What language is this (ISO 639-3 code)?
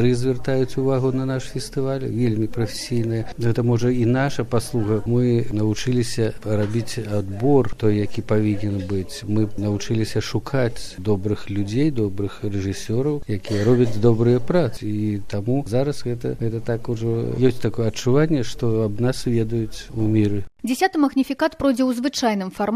bel